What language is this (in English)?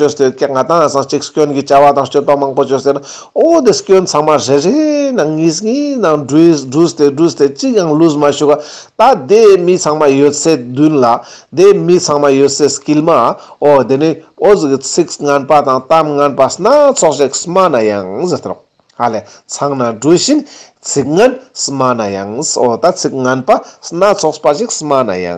Ladakhi